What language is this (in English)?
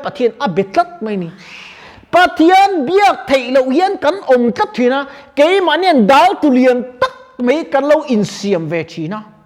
Mizo